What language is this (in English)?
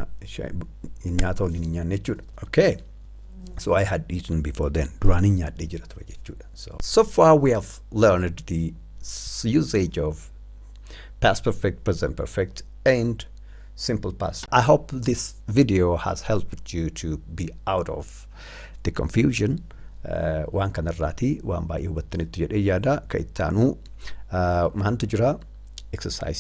Oromo